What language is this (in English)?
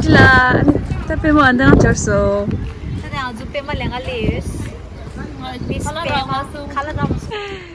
Tibetan